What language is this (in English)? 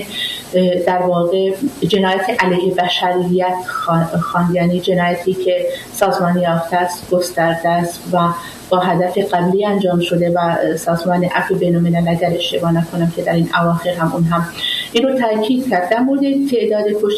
Persian